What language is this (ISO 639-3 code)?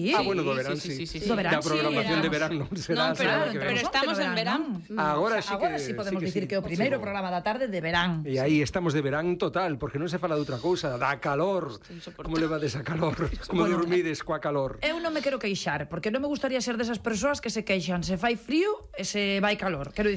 glg